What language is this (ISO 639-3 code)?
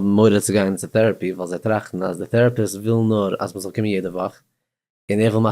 yid